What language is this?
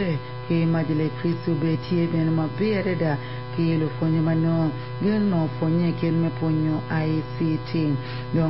Acoli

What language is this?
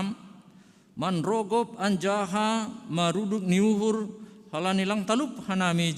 Batak Simalungun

